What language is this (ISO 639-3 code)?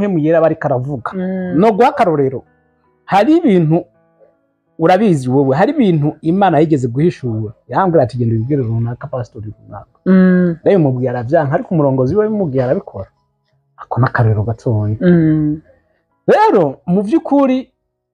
run